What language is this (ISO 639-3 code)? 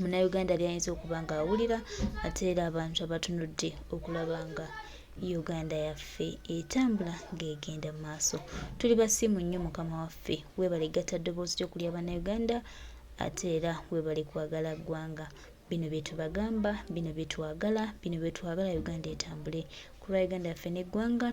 lug